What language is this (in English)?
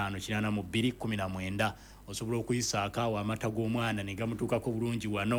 Ganda